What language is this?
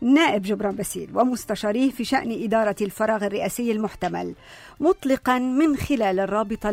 North Levantine Arabic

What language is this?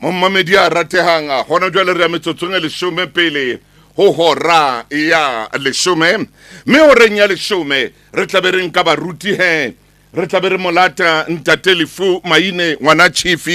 Tswana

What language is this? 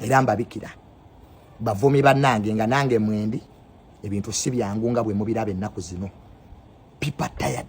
Ganda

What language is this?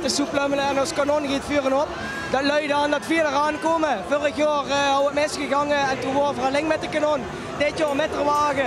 Limburgish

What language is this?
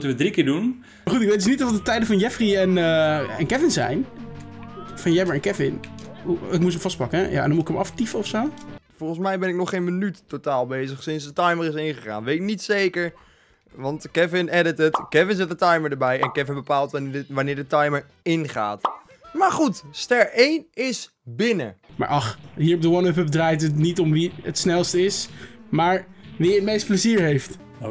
Dutch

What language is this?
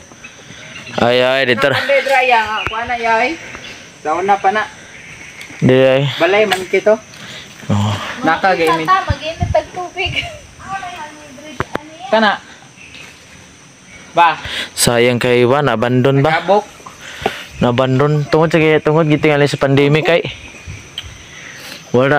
Cebuano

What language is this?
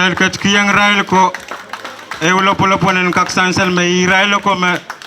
Pohnpeian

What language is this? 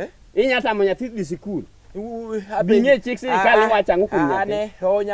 Luo (Kenya and Tanzania)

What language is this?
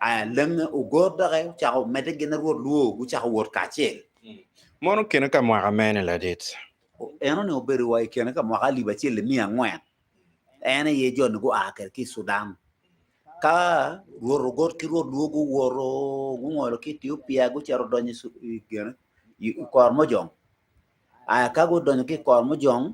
Acoli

